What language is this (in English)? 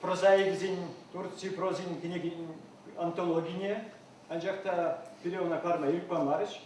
Chuvash